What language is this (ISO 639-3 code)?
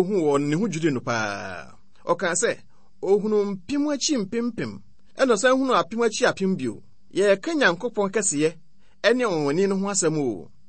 aka